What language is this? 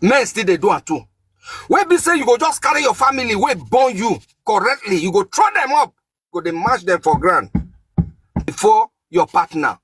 Nigerian Pidgin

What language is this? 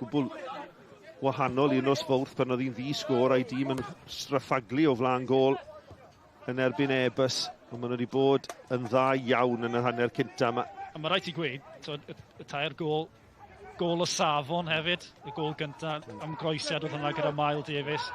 Welsh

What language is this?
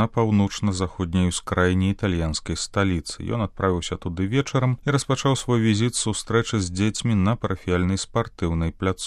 Belarusian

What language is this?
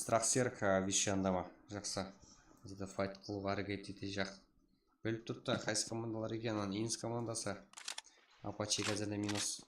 Kara-Kalpak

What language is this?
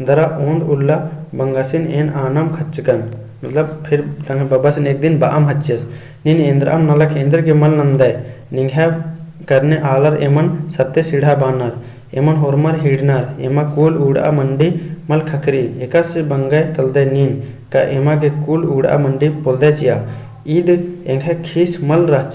Kurukh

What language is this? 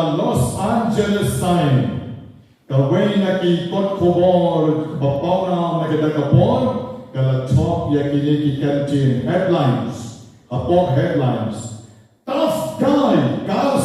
Khasi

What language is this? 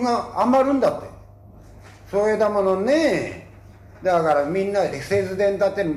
Japanese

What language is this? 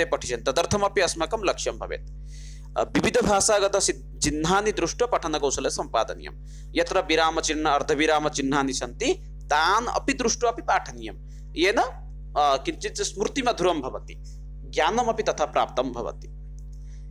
Sanskrit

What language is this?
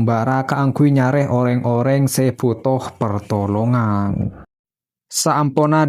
Madurese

